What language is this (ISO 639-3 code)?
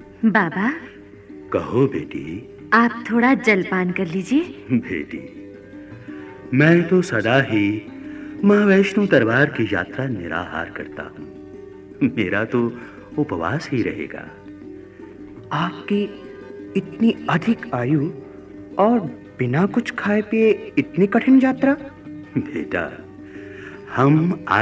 hin